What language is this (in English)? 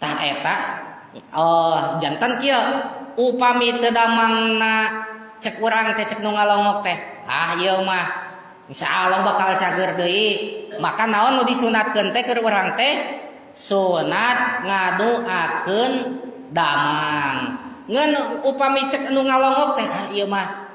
Sundanese